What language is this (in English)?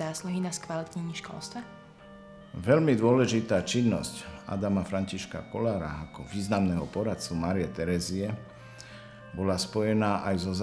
Slovak